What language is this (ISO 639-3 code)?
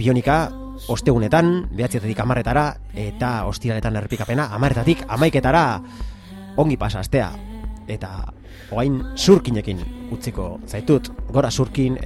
eus